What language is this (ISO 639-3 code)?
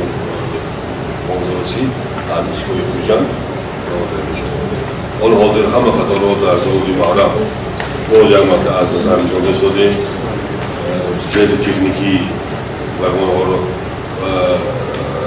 tgk